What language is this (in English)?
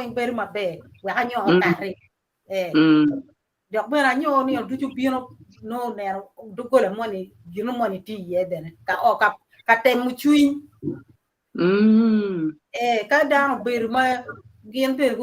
Acoli